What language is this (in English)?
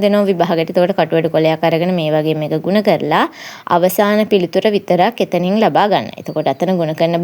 Sinhala